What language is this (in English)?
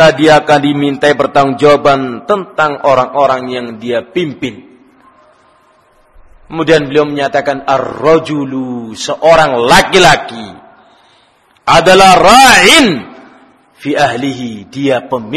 Indonesian